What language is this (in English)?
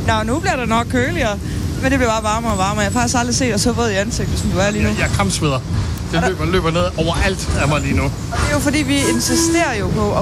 Danish